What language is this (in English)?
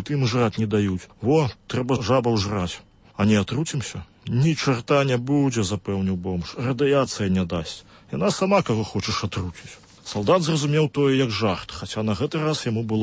Belarusian